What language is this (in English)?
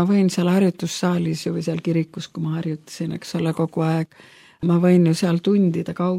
Estonian